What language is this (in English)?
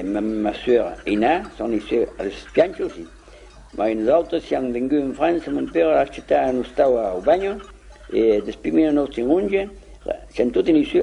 Occitan